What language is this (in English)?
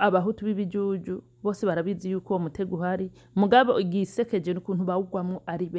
Rundi